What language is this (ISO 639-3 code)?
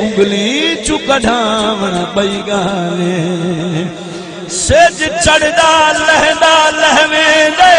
skr